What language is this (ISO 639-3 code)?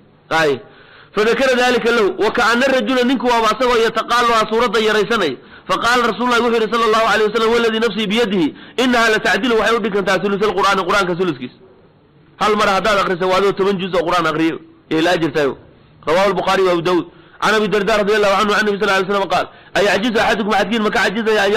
som